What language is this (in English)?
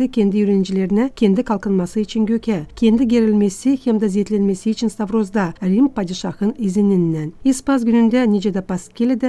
Gagauz